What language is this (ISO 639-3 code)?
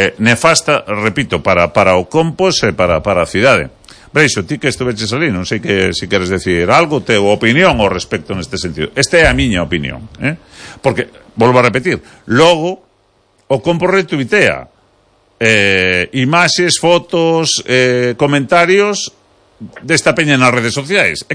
glg